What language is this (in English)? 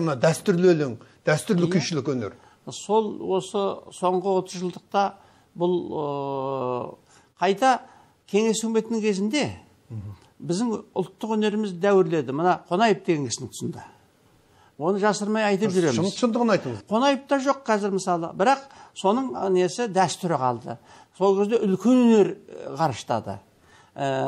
Kazakh